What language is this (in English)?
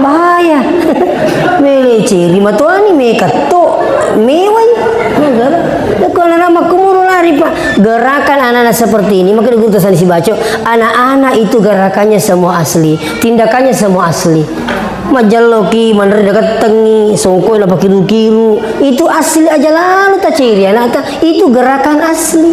Buginese